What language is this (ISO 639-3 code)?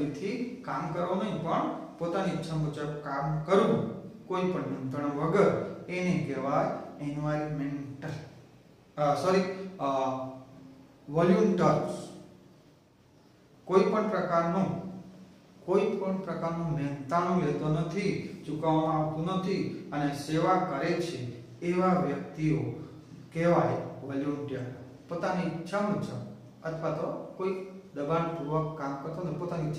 guj